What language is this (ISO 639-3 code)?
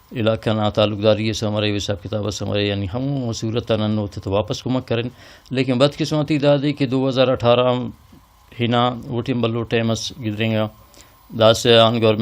brh